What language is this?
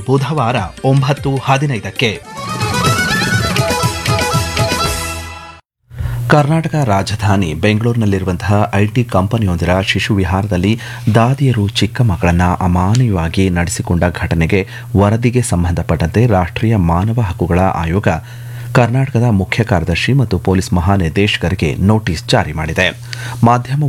Kannada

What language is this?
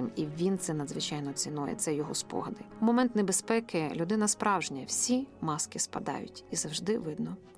Ukrainian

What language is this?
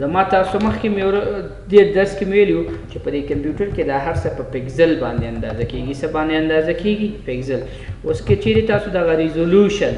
Pashto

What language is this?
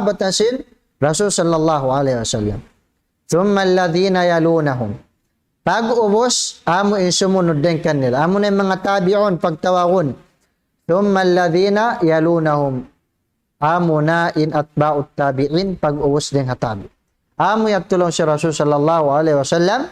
Tausug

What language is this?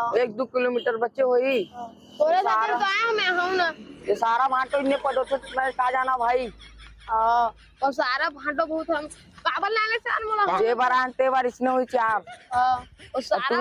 Chhattisgarhi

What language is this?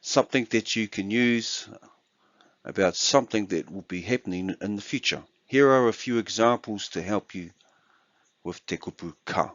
Māori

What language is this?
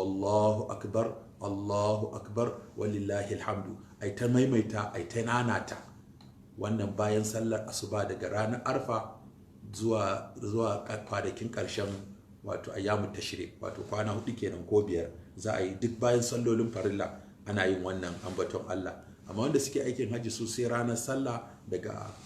Hausa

